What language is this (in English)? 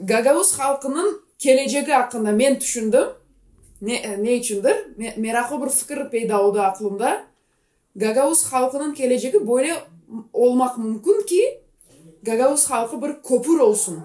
Gagauz